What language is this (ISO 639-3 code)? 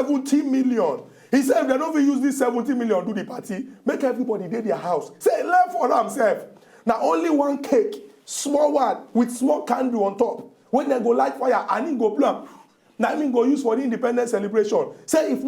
pcm